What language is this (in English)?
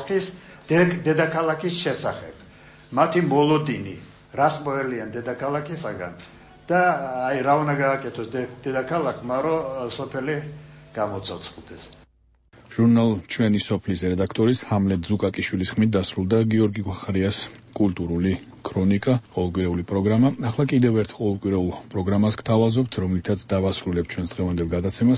Georgian